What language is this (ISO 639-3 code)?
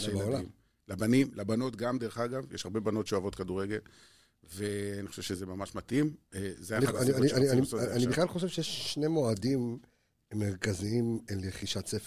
heb